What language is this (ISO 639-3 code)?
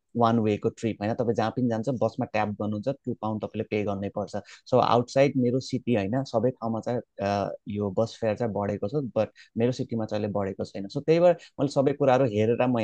nep